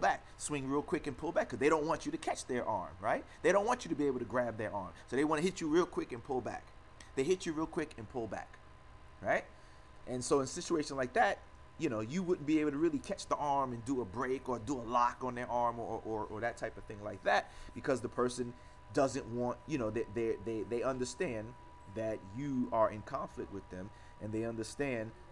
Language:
English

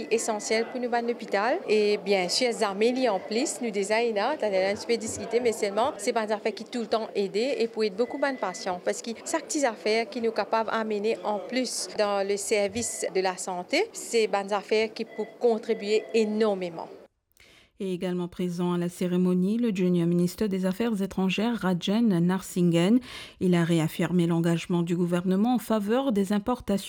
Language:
Morisyen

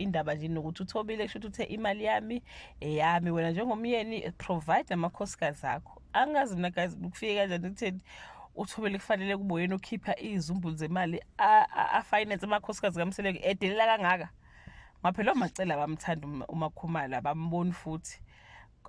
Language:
Zulu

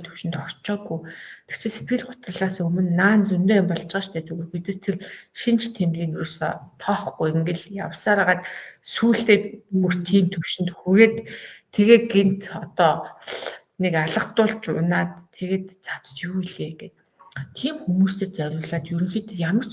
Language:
Mongolian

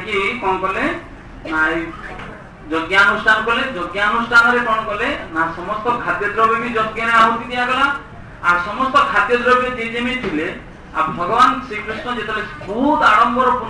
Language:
Odia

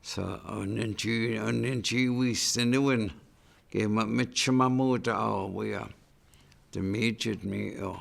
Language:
Chippewa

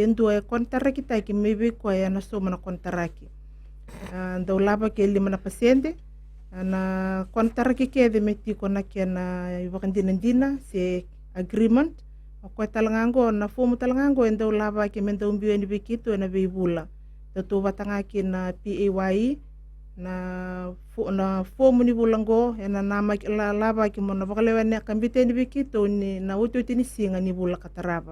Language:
Fijian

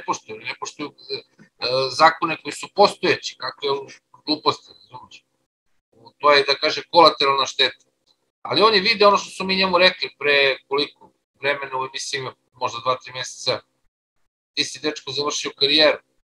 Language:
Serbian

